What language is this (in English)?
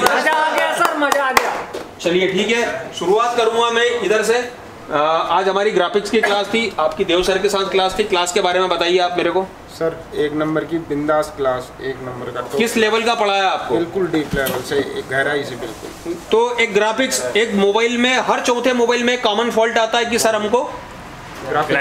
Hindi